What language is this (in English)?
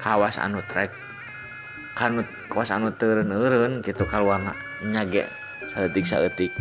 Sundanese